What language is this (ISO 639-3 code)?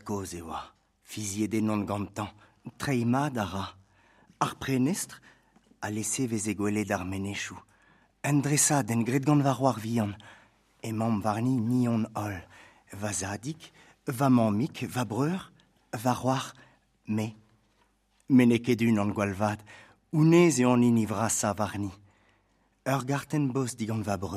bre